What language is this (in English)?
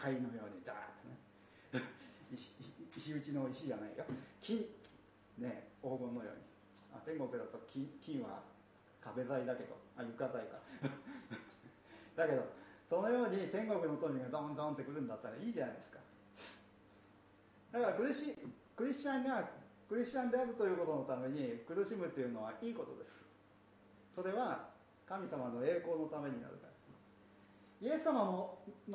Japanese